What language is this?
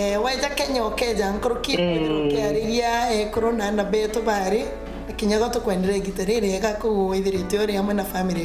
Meru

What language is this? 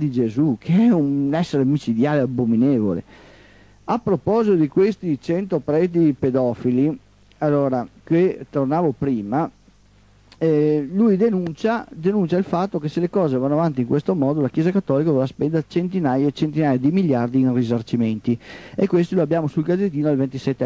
Italian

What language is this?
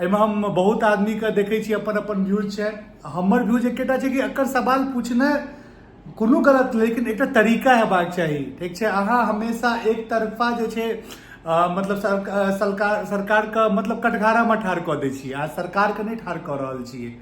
Maithili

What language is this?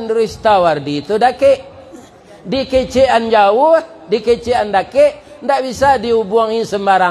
Minangkabau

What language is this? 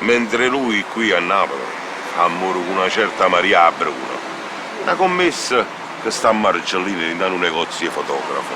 Neapolitan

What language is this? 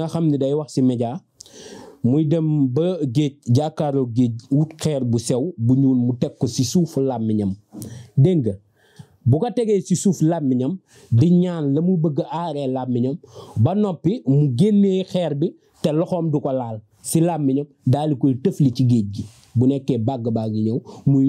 Wolof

